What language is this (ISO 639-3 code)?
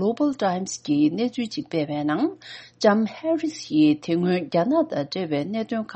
bod